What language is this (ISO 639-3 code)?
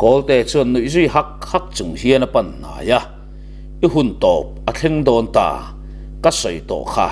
lus